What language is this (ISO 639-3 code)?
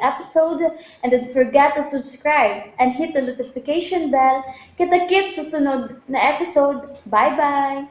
ceb